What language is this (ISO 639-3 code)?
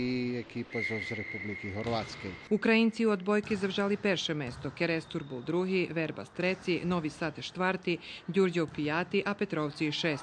rue